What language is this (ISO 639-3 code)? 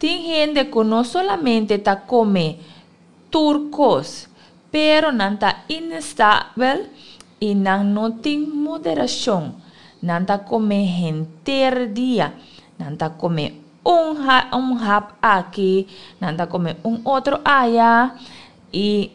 pap